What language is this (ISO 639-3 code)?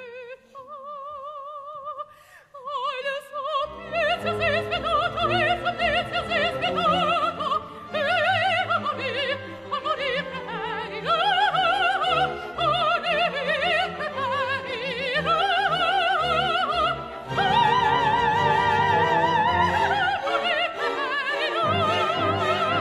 ita